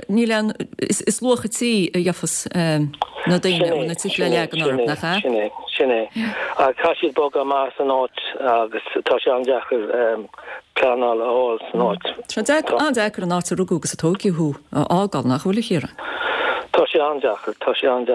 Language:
Irish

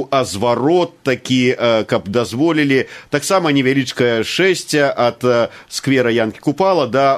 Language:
Belarusian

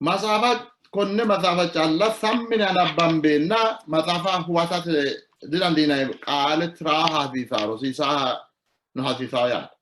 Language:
Sidamo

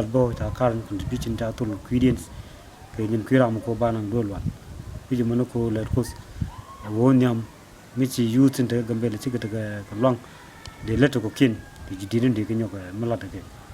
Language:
Nuer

